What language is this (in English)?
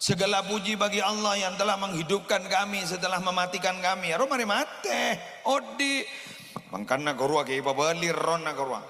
Madurese